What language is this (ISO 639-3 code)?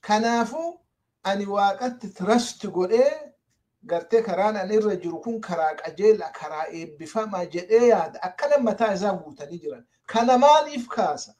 orm